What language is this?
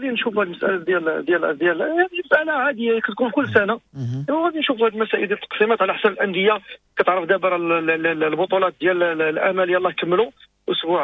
Moroccan Arabic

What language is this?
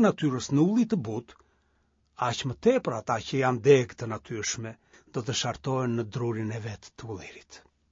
Albanian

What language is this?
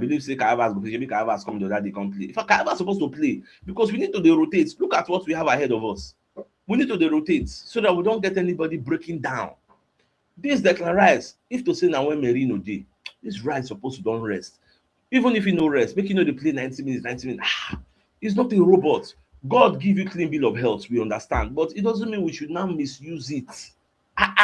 Nigerian Pidgin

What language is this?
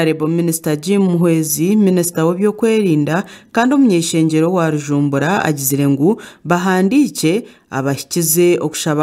Nyankole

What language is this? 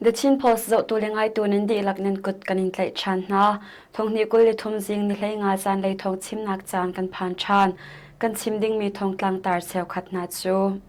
Hakha Chin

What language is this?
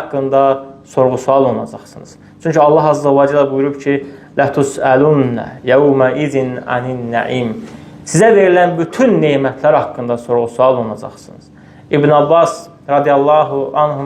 Azerbaijani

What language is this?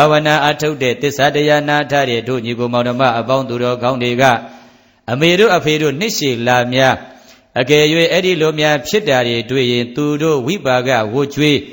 Burmese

